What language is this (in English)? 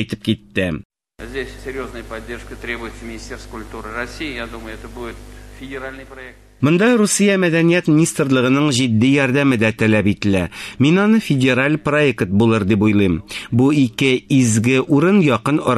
Tatar